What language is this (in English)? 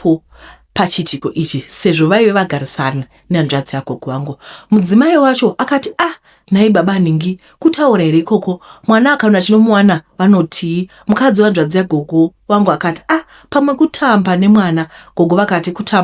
Shona